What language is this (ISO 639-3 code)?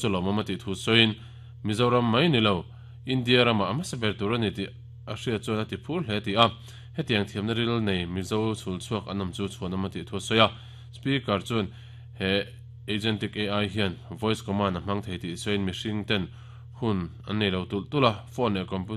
lus